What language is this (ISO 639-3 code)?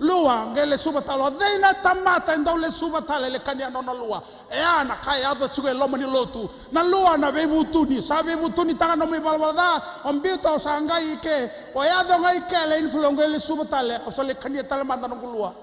fij